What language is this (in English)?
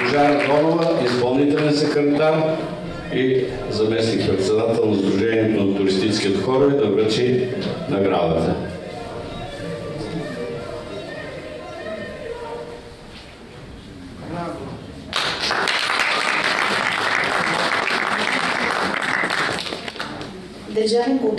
Bulgarian